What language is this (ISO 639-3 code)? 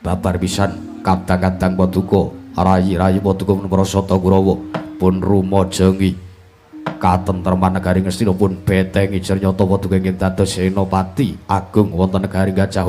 jav